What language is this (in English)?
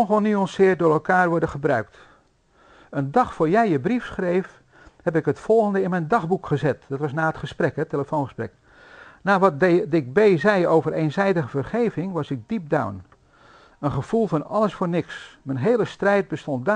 Dutch